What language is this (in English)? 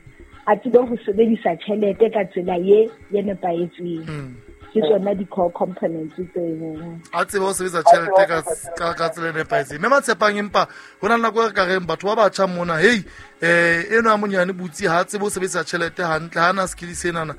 Southern Sotho